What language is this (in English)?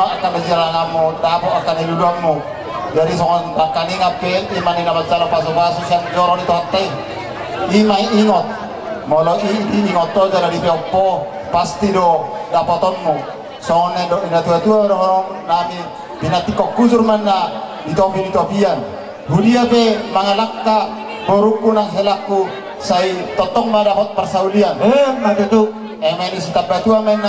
Batak Toba